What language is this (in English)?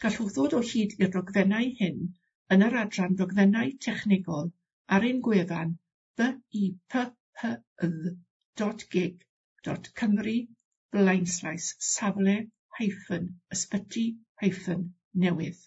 Welsh